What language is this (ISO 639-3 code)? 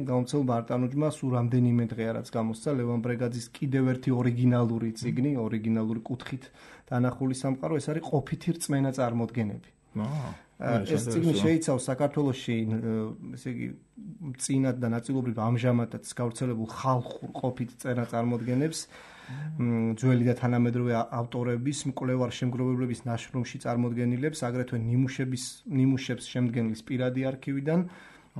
kat